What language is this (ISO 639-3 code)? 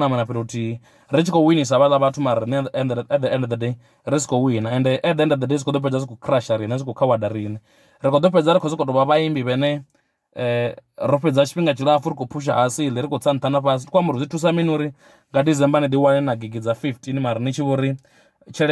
ven